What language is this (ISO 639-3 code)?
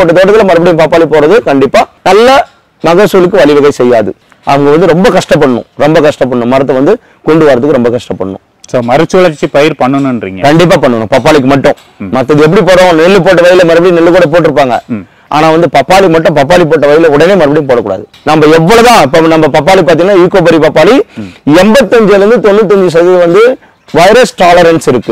tam